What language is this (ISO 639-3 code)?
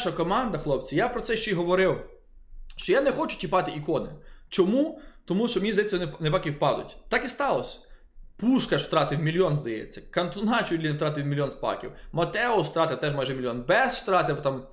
ukr